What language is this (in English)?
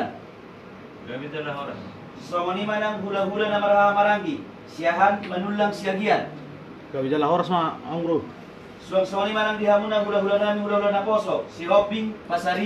Batak Toba